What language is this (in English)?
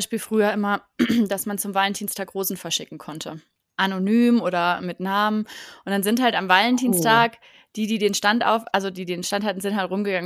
German